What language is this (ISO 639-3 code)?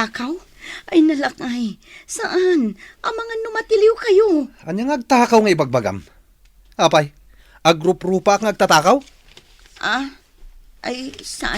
ilo